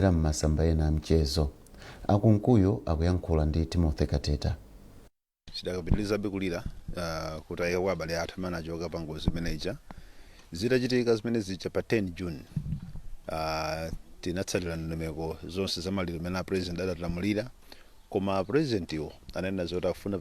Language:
Nyanja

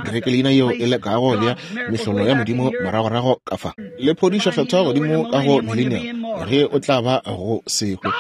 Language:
Northern Sotho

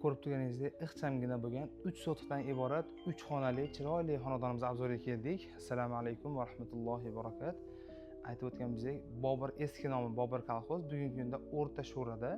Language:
Uzbek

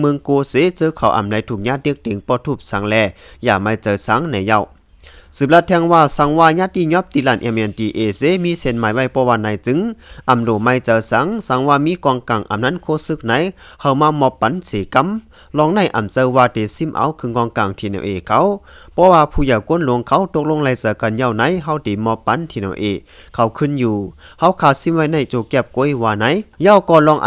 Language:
Shan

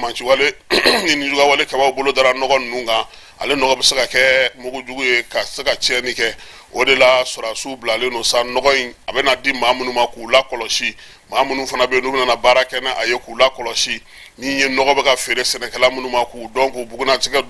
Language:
Bambara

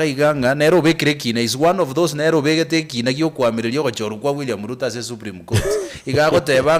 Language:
Gusii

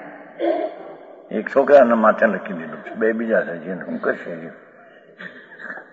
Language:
Gujarati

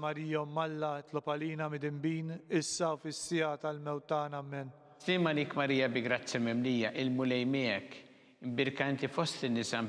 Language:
Maltese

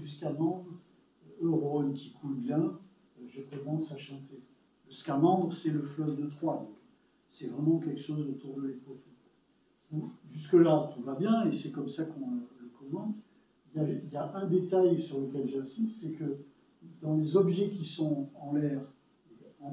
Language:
French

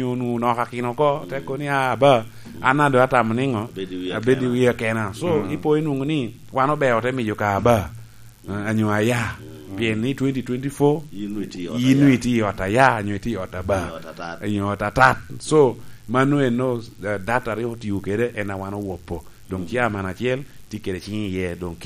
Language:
Lango (Uganda)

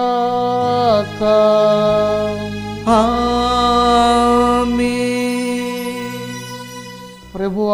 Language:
Telugu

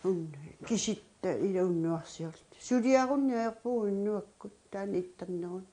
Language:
Kalaallisut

